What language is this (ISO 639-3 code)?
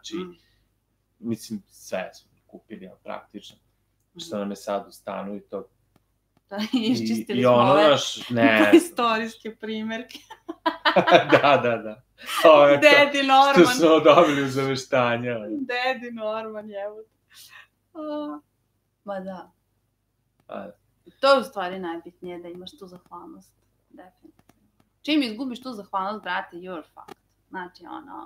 srp